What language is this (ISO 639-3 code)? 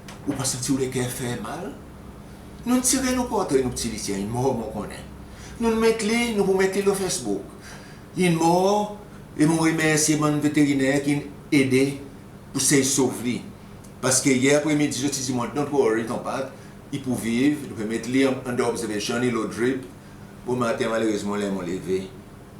crs